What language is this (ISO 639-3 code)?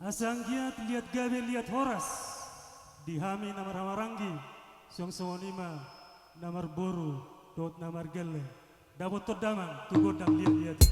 bbc